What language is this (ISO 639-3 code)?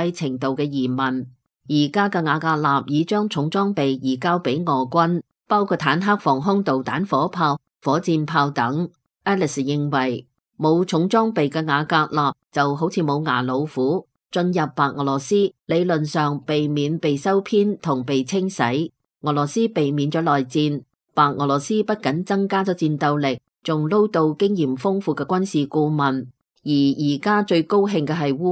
yue